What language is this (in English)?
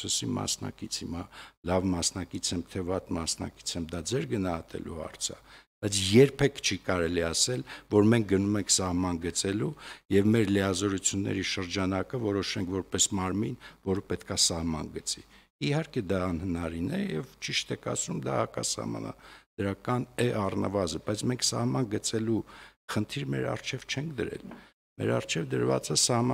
Armenian